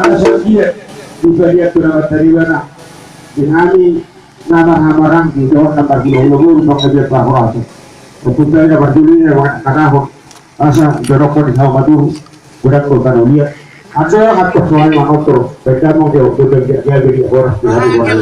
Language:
Batak Toba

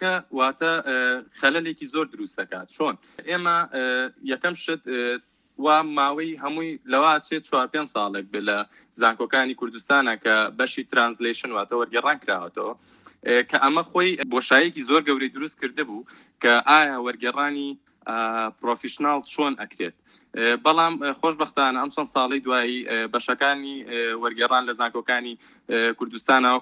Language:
Central Kurdish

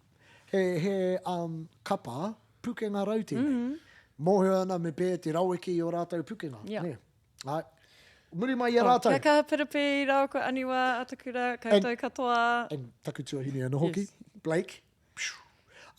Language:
Māori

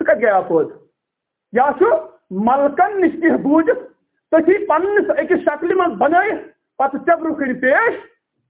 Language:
Kashmiri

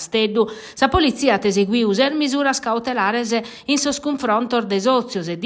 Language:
Sardinian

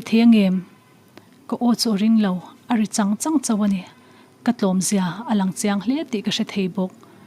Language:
Mizo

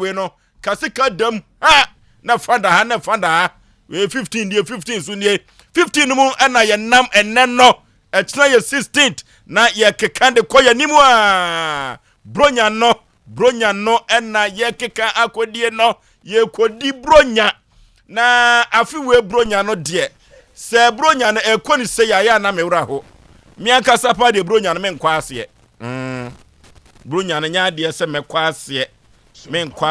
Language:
Akan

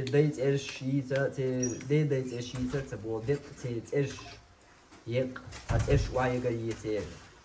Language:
Chechen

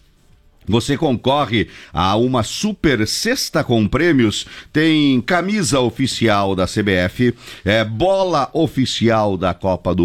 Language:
Portuguese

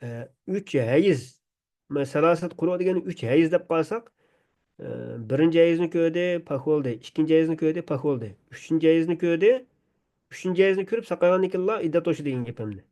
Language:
Uyghur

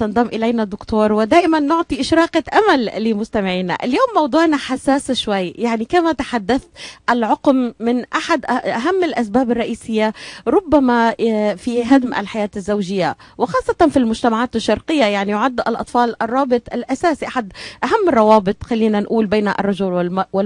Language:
North Levantine Arabic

